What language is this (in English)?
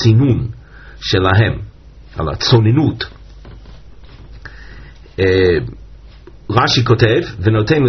Hebrew